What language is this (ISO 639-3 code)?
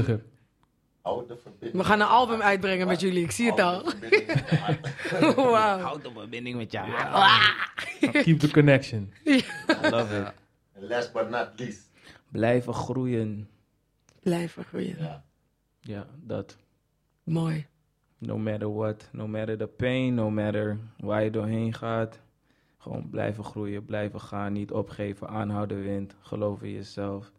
nld